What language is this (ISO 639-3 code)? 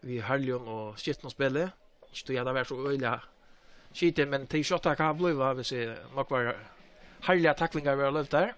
fao